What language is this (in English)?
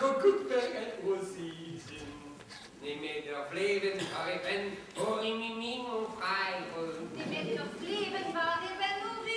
Breton